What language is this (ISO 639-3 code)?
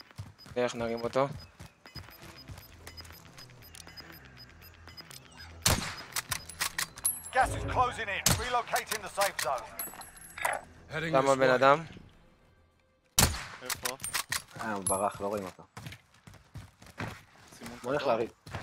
heb